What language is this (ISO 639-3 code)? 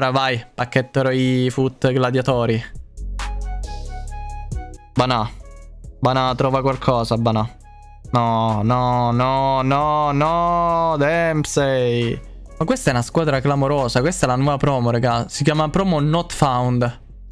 ita